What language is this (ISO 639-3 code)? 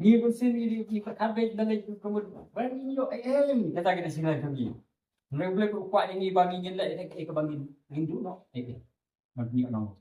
kha